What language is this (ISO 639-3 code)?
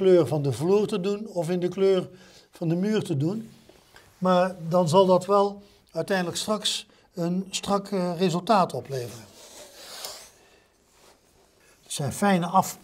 nld